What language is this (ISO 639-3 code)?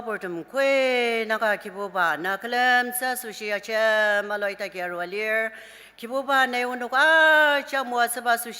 njo